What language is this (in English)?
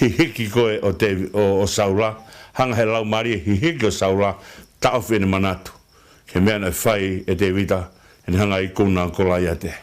Tongan